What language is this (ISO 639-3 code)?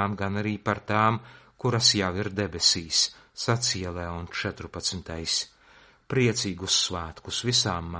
lav